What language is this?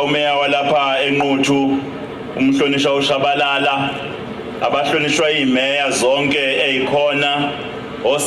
Zulu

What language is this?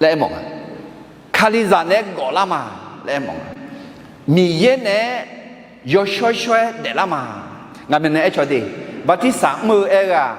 Akha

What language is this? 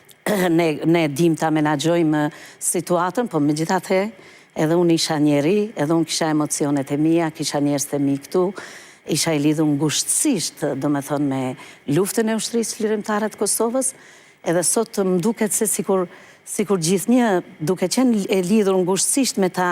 Albanian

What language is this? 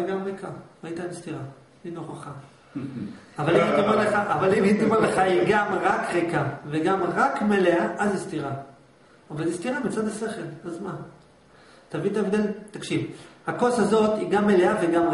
Hebrew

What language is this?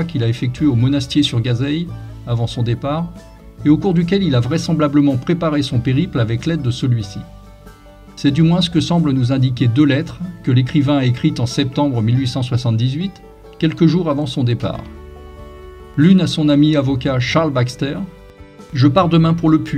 French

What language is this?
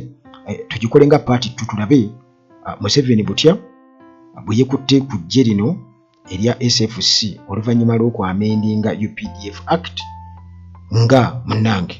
Ganda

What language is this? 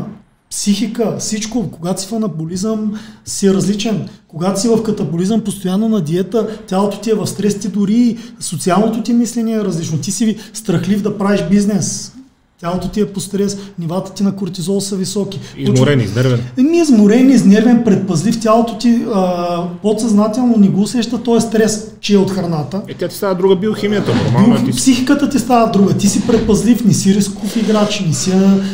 Bulgarian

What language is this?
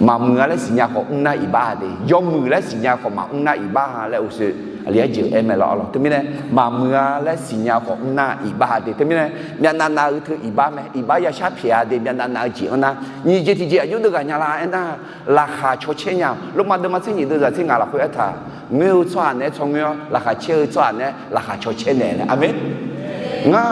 Akha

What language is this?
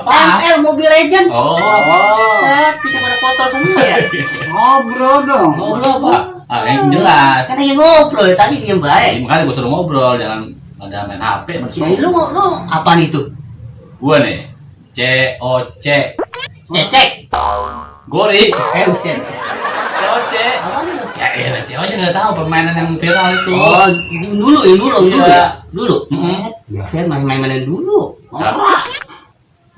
Betawi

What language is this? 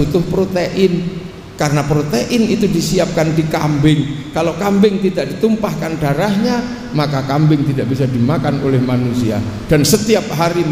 Indonesian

